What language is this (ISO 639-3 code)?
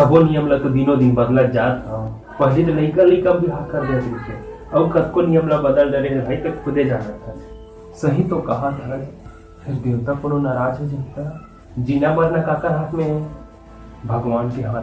hne